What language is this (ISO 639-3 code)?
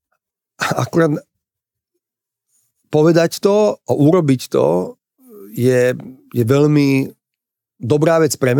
slk